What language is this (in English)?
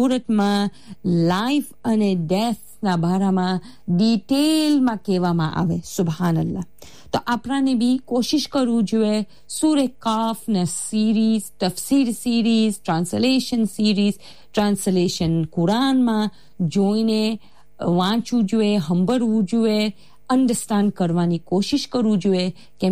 Gujarati